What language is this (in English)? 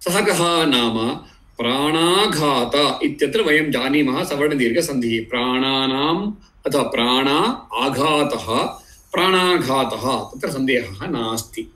Sanskrit